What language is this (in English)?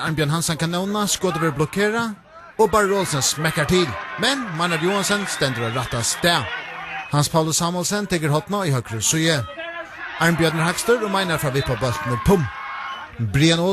Faroese